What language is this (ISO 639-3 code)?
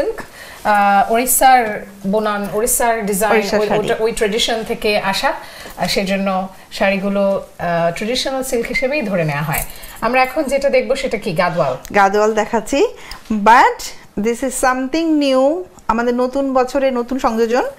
ben